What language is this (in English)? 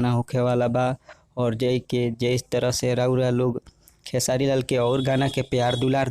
Bhojpuri